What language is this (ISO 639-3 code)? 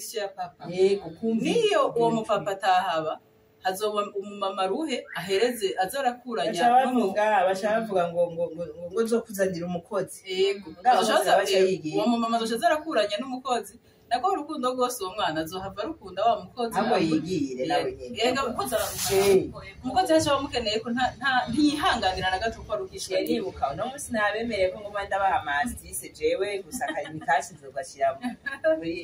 run